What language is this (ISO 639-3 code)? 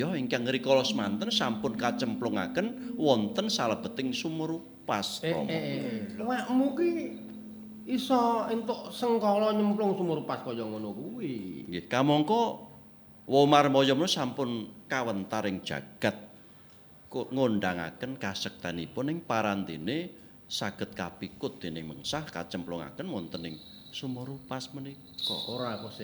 jav